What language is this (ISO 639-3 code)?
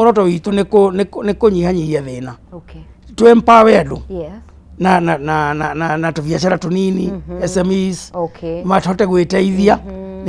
kik